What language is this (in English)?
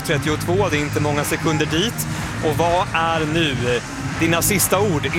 Swedish